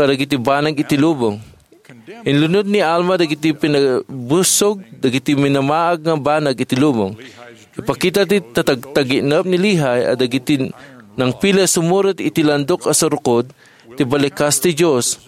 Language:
Iloko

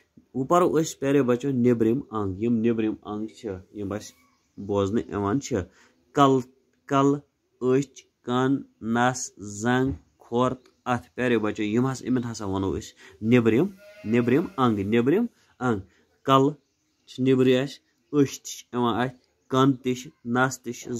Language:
Kashmiri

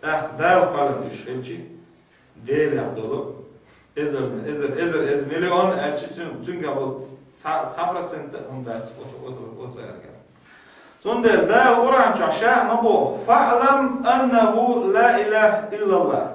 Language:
Chechen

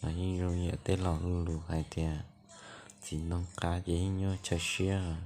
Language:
Hmong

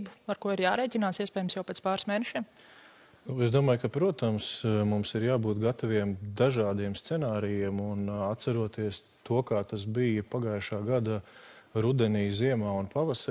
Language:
Latvian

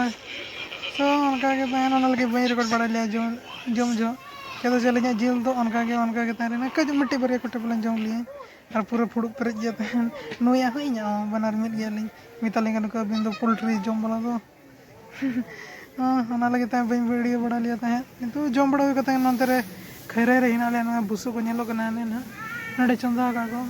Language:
Santali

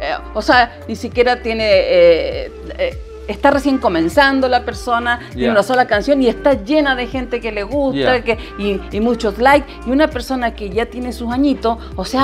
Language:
Spanish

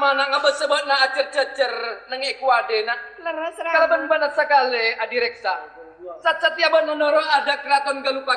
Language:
Madurese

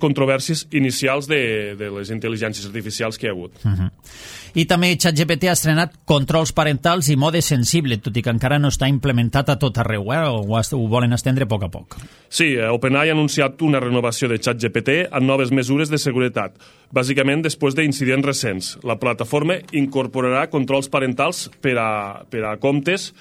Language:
Catalan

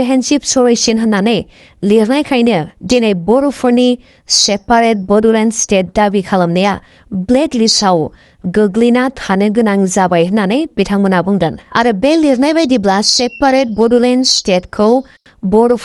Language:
Bodo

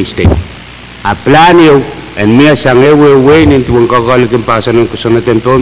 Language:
Pohnpeian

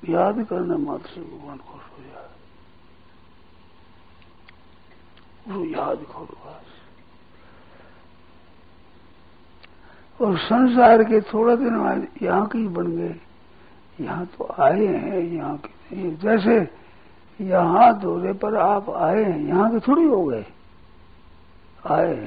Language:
Hindi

